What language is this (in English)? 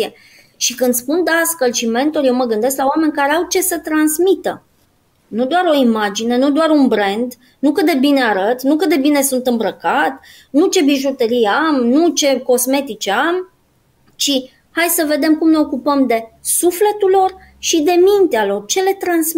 Romanian